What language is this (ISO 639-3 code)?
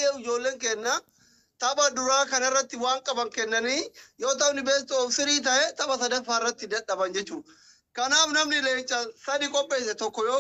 orm